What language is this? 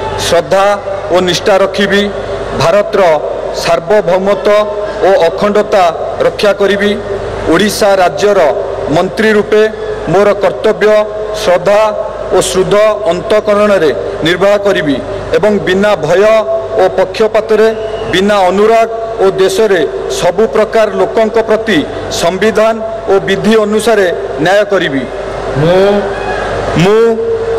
Odia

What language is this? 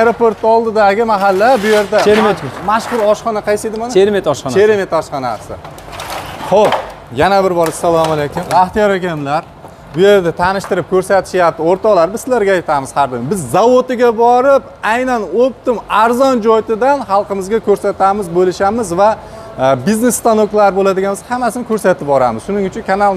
Uzbek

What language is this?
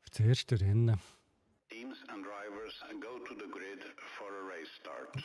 Swiss German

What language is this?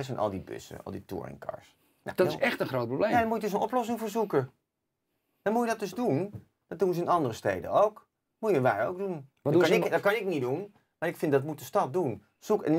Dutch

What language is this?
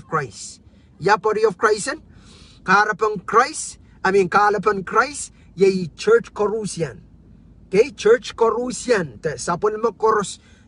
Pohnpeian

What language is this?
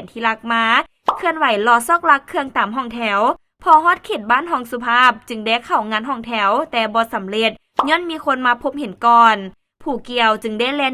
Lao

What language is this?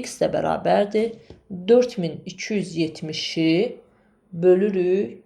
Azerbaijani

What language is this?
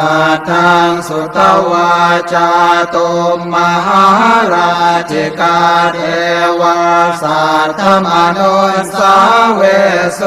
Pali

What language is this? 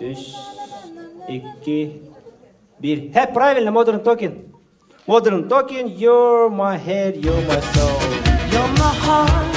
Yakut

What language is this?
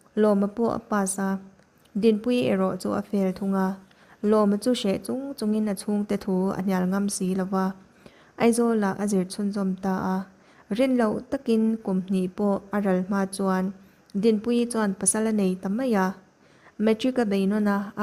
Mizo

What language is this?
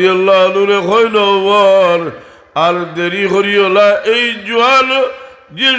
Sylheti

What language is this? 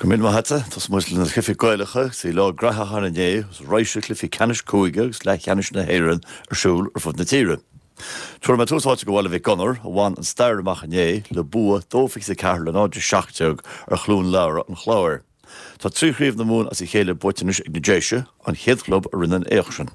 Irish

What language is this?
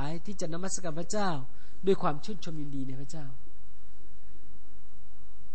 Thai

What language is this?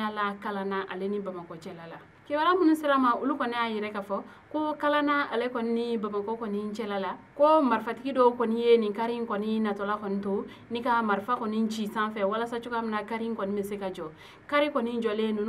Bambara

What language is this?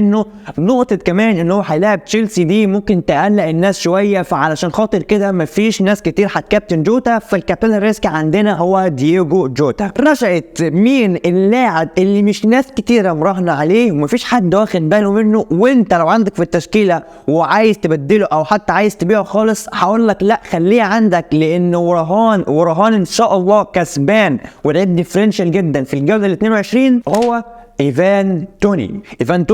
Egyptian Arabic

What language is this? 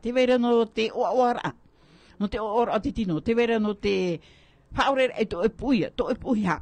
Tahitian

